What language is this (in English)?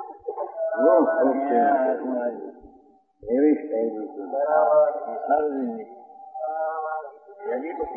Gujarati